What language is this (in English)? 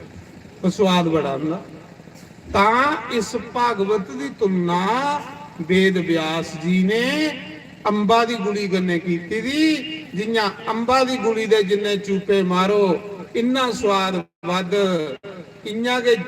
Dogri